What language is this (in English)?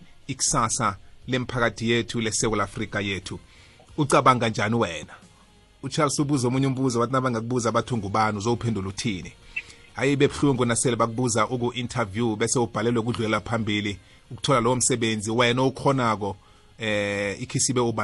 South Ndebele